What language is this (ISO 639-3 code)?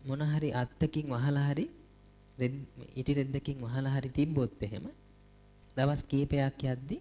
sin